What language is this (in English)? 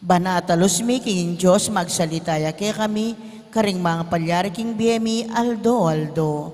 Pampanga